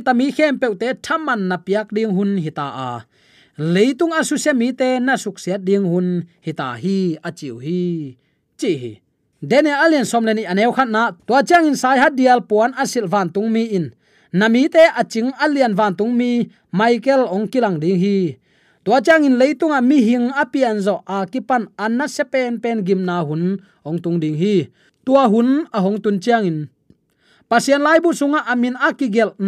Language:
Tedim Chin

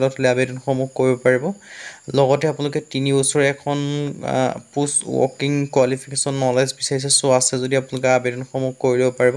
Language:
Assamese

